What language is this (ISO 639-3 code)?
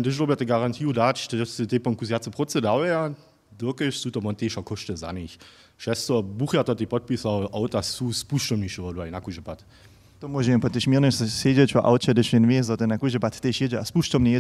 hsb